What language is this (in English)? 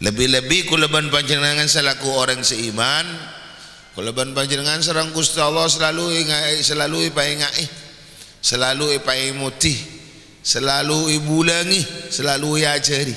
Madurese